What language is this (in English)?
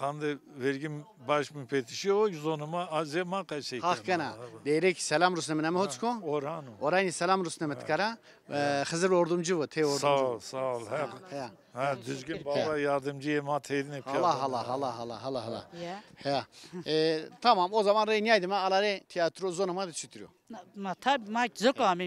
Zaza